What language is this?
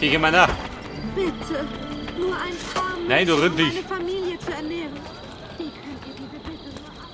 Bavarian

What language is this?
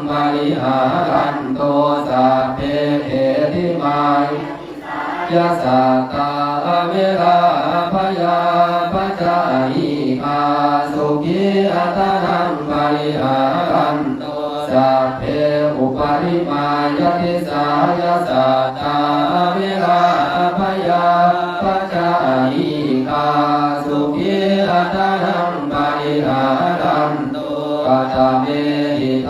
Pali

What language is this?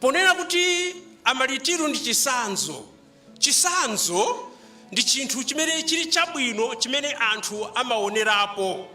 Nyanja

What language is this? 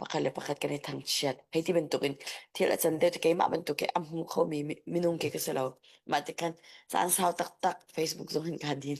Hakha Chin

